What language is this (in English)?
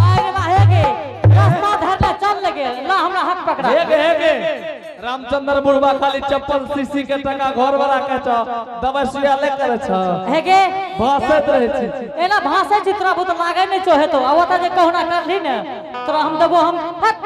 Angika